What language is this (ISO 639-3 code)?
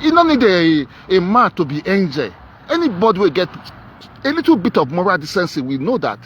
pcm